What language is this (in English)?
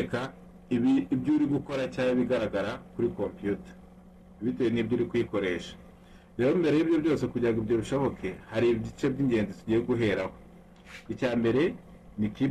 Kinyarwanda